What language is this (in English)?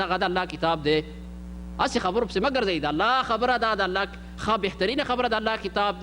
Pashto